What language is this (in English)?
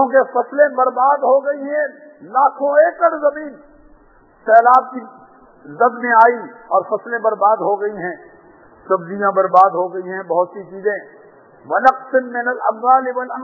Urdu